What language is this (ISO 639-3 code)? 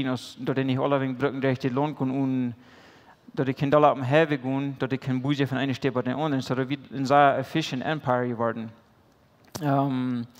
pdt